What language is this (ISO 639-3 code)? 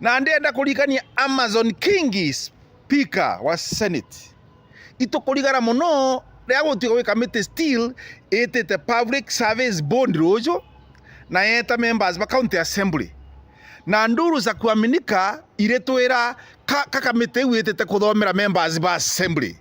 mer